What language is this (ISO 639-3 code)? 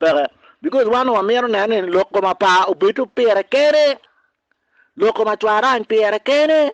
ach